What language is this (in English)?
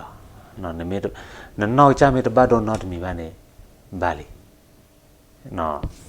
S'gaw Karen